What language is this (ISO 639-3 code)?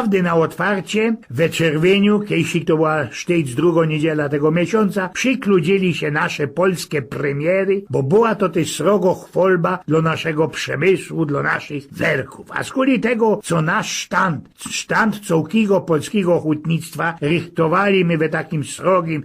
szl